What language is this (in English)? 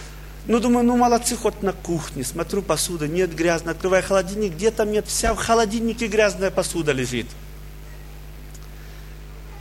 Russian